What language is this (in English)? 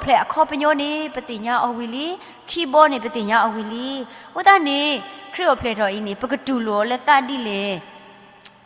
S'gaw Karen